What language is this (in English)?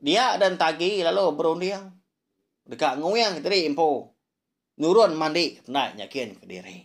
Iban